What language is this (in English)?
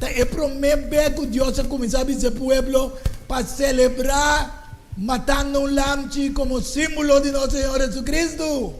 Papiamento